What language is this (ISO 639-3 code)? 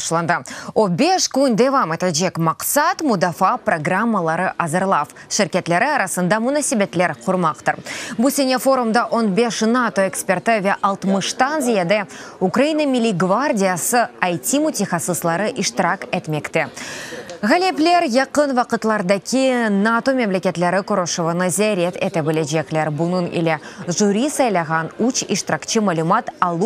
crh